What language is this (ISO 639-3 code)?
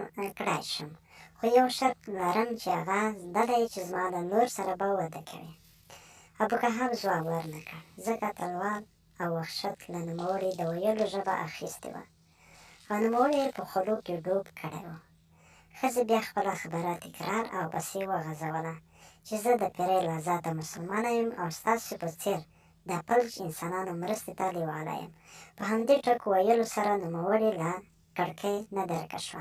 pus